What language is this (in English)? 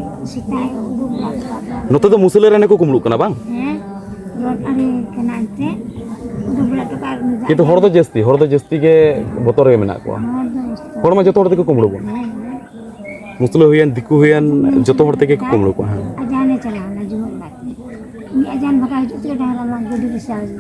Santali